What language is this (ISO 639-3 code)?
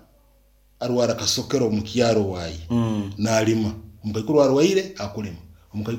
nyn